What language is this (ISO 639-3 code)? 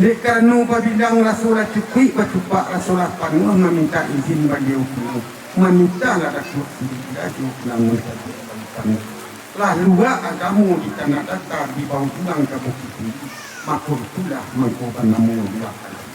min